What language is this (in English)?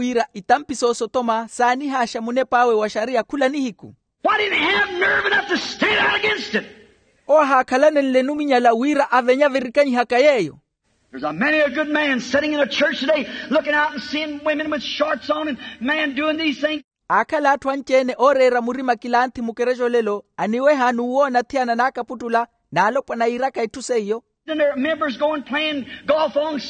Makhuwa